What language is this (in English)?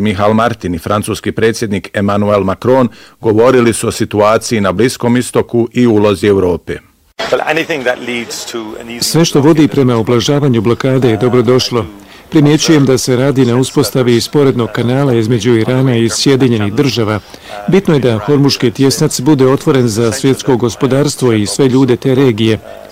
Bosnian